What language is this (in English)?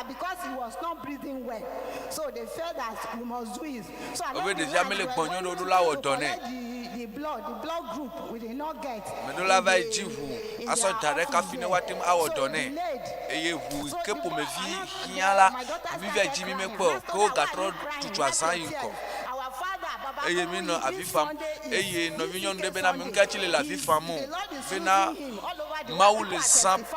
Ewe